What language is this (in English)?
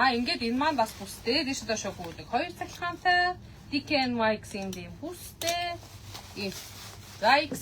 Mongolian